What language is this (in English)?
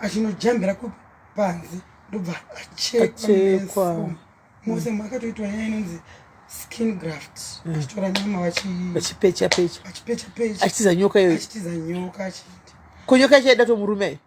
Shona